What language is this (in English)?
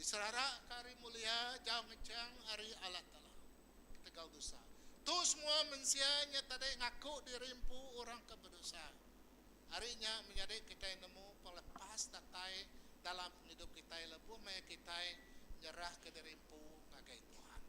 Iban